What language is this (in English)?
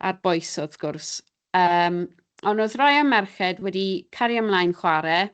Welsh